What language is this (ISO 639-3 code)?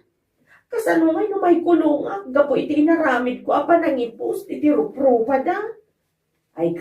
ilo